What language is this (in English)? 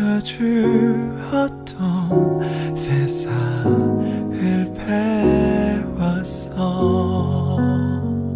Korean